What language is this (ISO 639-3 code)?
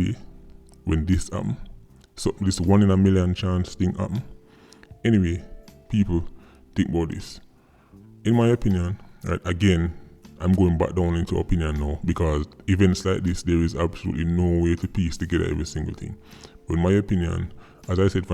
jam